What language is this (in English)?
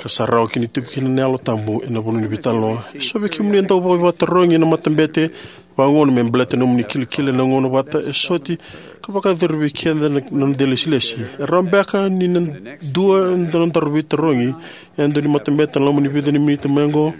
Fijian